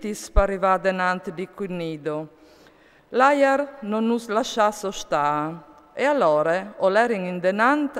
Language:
Friulian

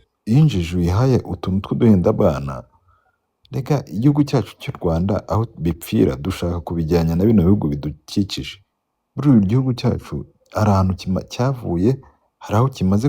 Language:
Kinyarwanda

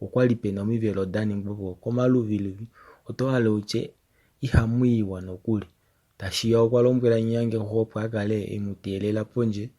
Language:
Kuanyama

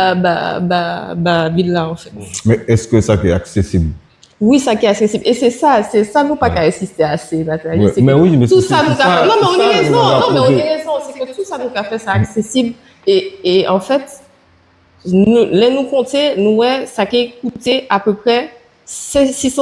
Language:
Guadeloupean Creole French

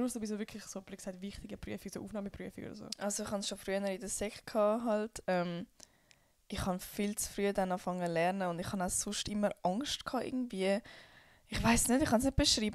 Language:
Swiss German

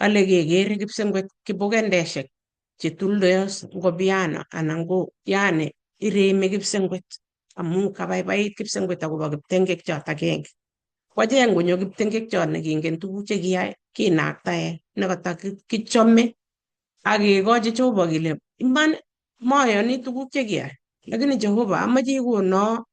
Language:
Kalenjin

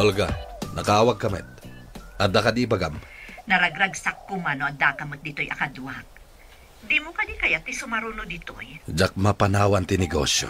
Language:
Iloko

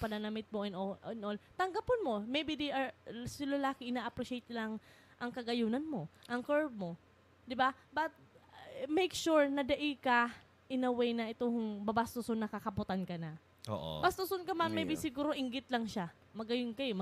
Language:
Bikol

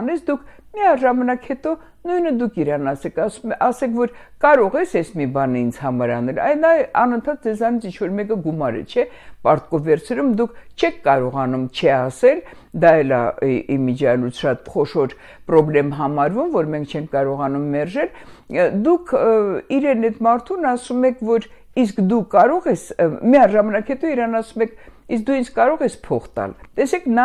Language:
Armenian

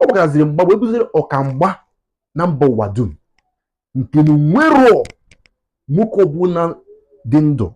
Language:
Igbo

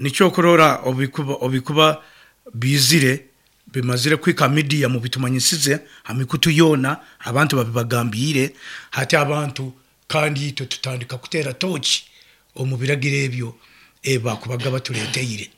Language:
Nyoro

